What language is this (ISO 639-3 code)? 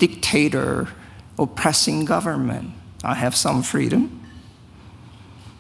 eng